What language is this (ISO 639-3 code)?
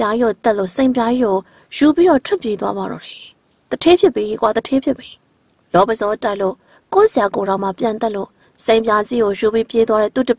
mya